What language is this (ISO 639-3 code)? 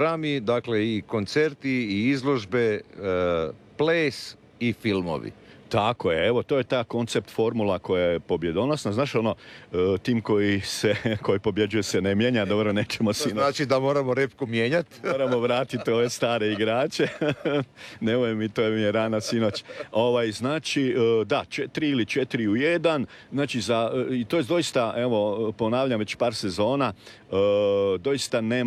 hrv